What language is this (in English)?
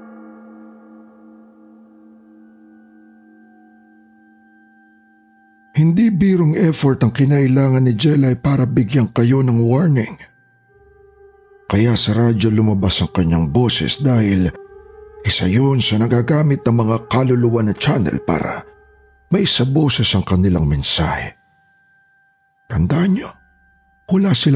Filipino